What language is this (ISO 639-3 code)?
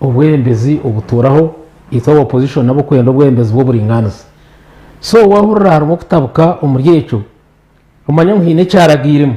nyn